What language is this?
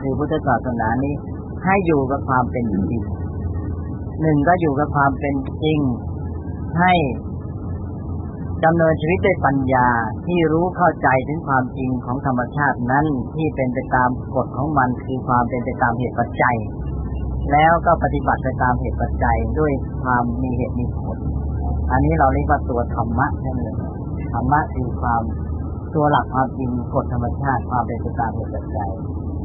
Thai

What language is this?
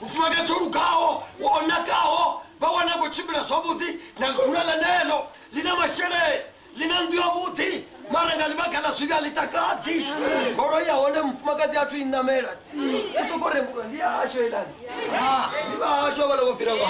Venda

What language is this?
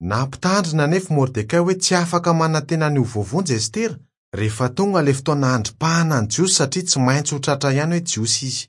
Malagasy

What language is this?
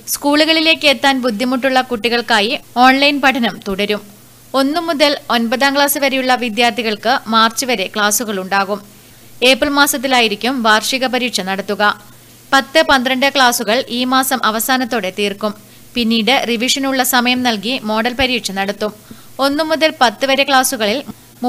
Malayalam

